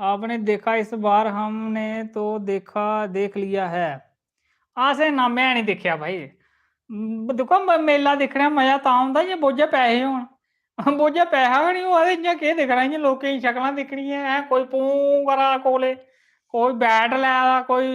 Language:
Dogri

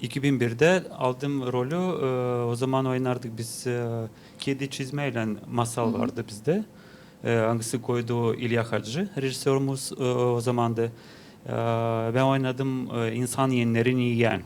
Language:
Gagauz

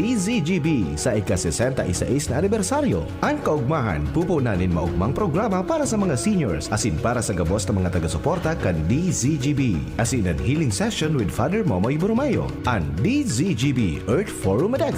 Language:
Bikol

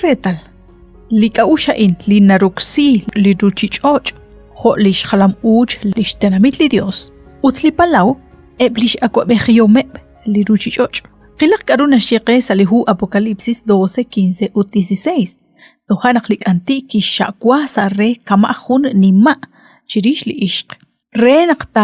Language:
Kekchí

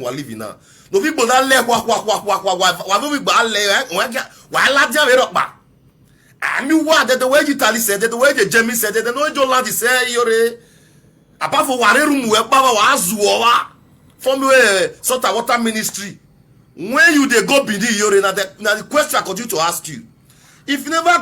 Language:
Nigerian Pidgin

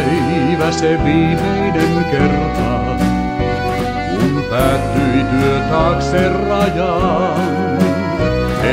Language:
Finnish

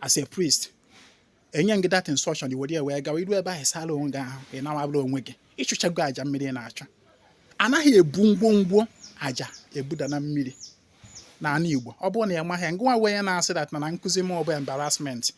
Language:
Igbo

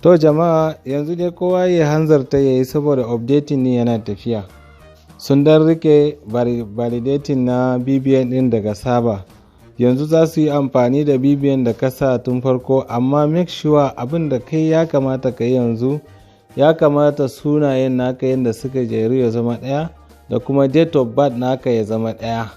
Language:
Hausa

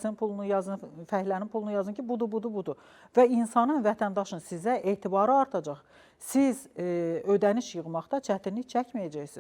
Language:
Azerbaijani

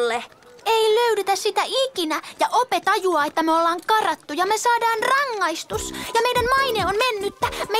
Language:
Finnish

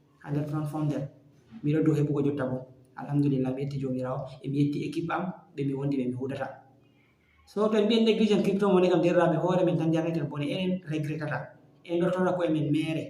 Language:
Fula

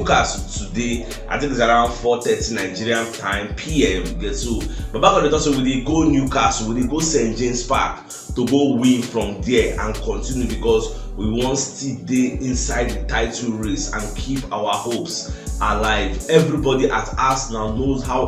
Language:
Nigerian Pidgin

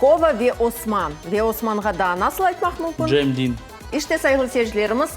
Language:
Crimean Tatar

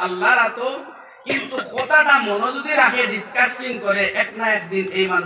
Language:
Sylheti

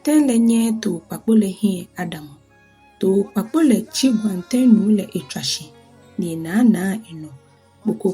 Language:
Ga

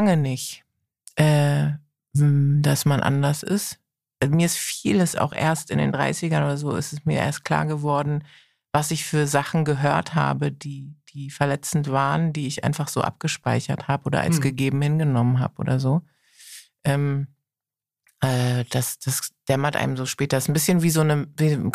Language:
German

